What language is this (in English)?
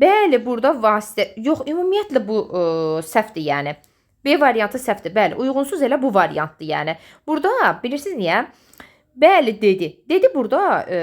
Azerbaijani